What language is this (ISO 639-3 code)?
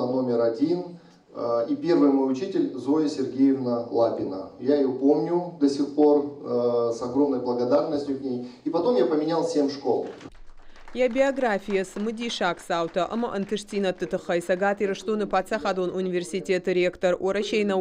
oss